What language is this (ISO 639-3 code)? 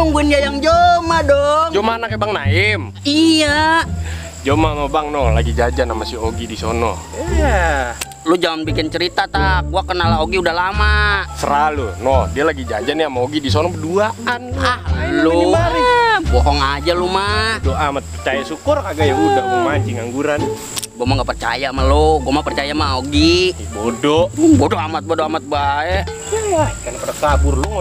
bew